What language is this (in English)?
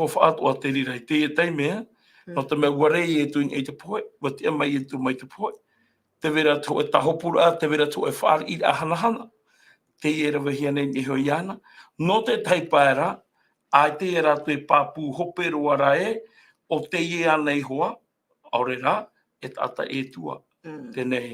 Tahitian